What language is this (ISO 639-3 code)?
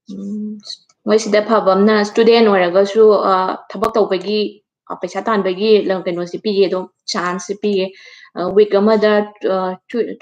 mni